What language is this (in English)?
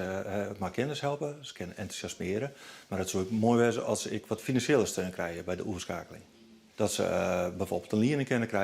Western Frisian